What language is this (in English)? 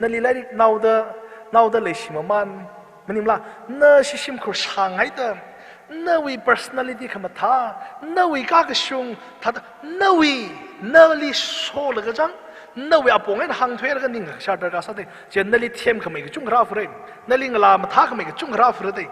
Tangkhul Naga (India)